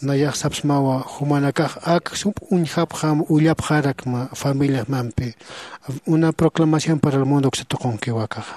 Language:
Aymara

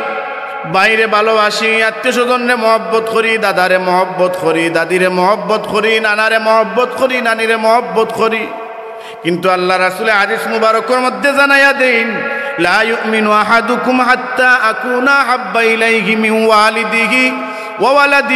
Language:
Sylheti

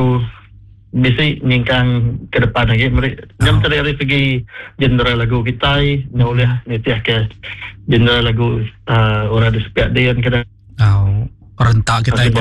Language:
Iban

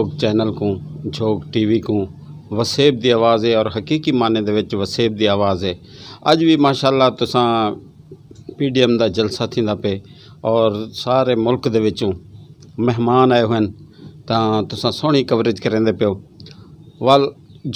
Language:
Saraiki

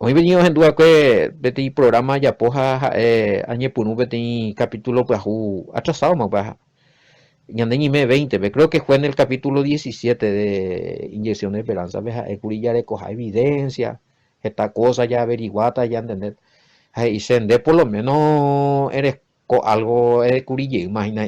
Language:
Guarani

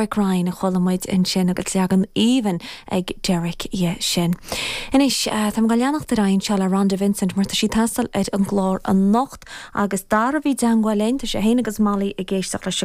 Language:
Irish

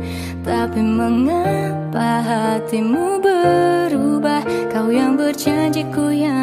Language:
Indonesian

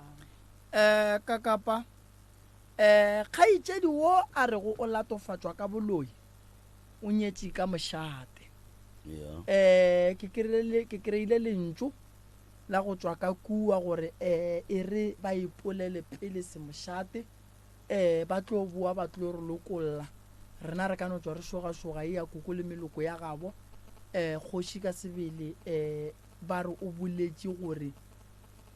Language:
Northern Sotho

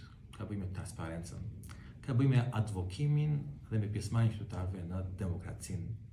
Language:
Albanian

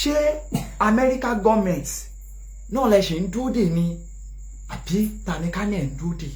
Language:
Yoruba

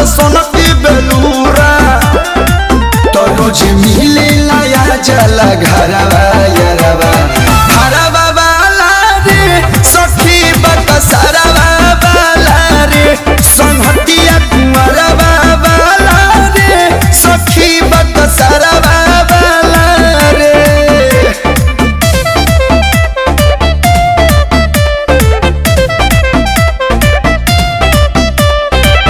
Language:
Bhojpuri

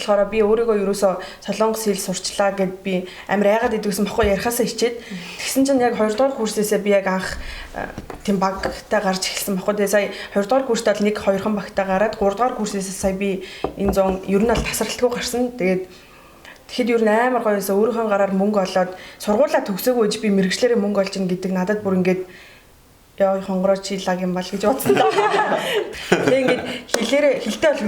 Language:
Mongolian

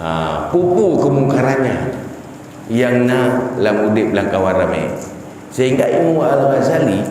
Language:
Achinese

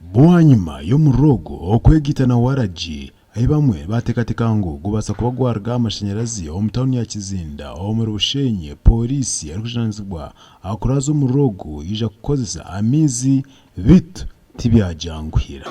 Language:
Nyankole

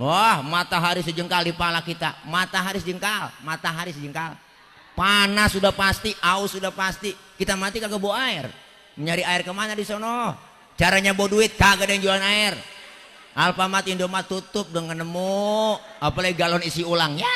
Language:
Betawi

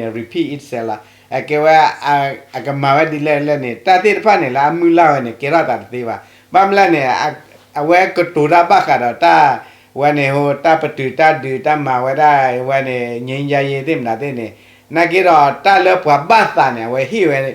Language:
S'gaw Karen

